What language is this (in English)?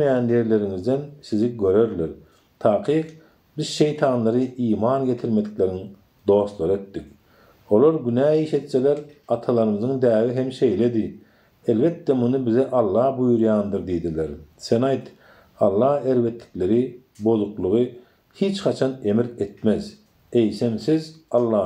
Turkmen